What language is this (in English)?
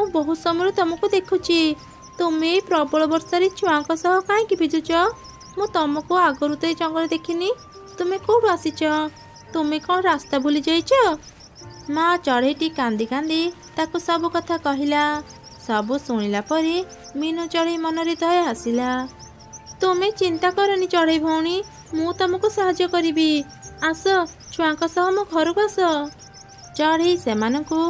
Odia